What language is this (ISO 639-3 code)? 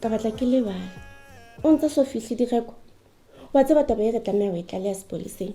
sot